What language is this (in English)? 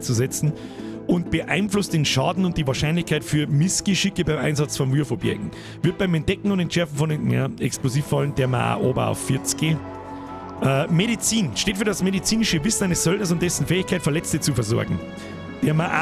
Bavarian